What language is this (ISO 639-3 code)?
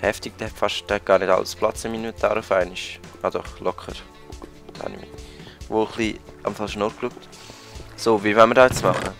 gsw